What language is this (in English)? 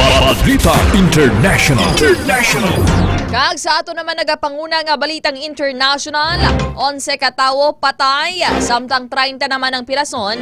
Hiligaynon